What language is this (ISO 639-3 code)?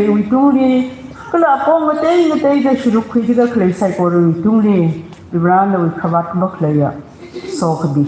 nmf